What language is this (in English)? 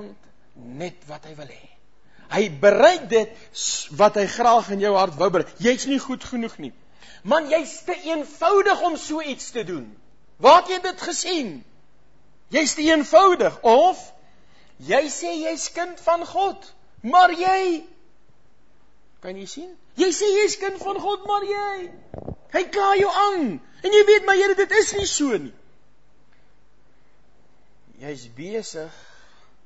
Afrikaans